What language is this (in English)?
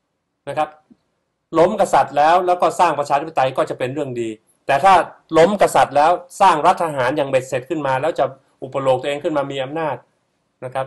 Thai